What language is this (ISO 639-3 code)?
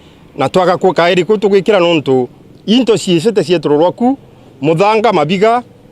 mer